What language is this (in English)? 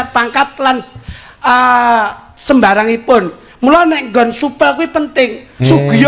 Javanese